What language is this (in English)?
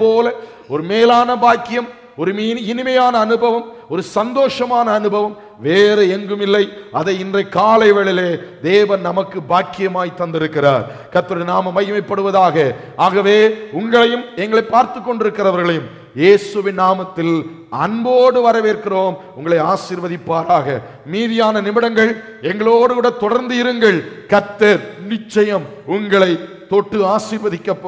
Tamil